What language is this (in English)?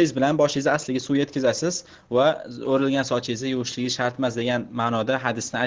Uzbek